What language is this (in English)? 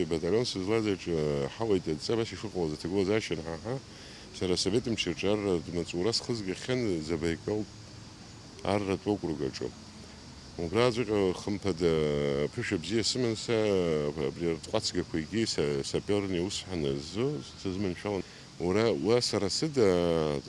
Abkhazian